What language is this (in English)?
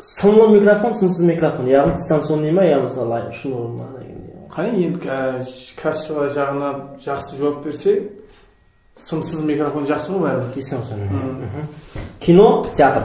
Kara-Kalpak